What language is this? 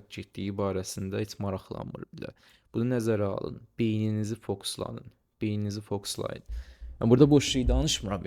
Azerbaijani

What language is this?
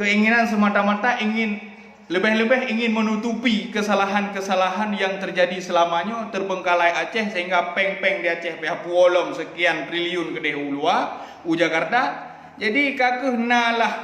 Achinese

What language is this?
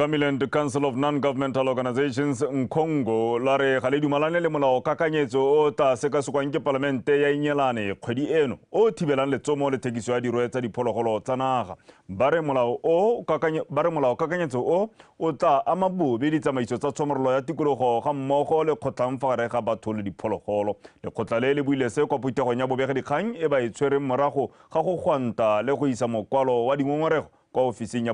Tswana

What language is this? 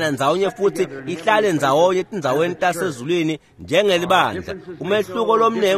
Swati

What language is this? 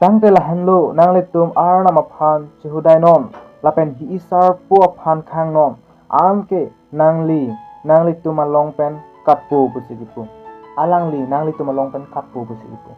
Karbi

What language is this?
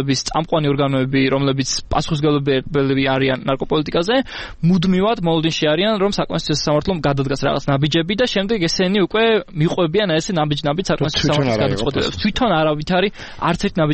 Georgian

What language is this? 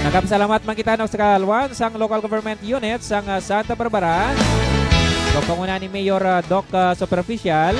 Hiligaynon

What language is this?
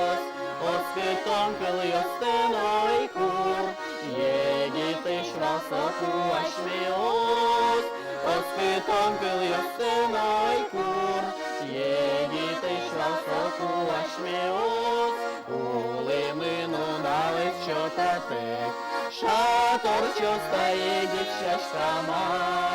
Udmurt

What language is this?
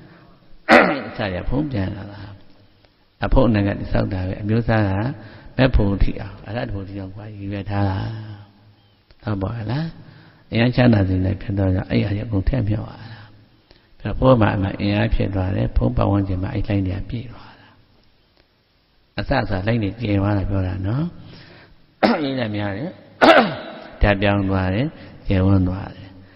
Burmese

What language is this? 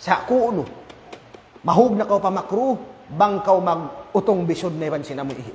Tausug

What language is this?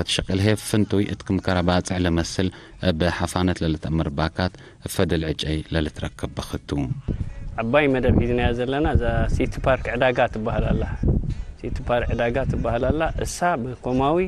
Tigre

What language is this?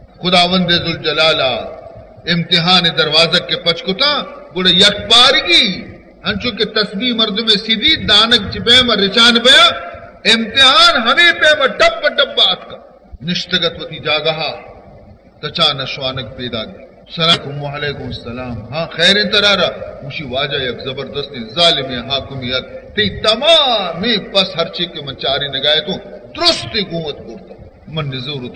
Baluchi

